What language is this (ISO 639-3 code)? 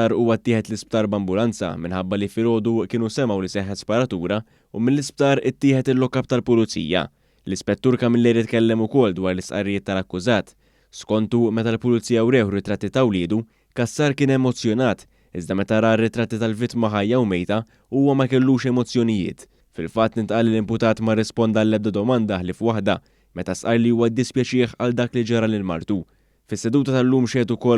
mlt